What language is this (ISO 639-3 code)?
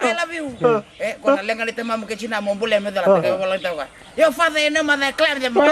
fij